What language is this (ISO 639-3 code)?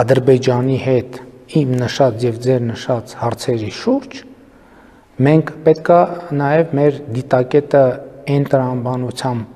hye